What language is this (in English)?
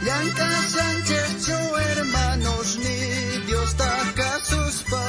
South Bolivian Quechua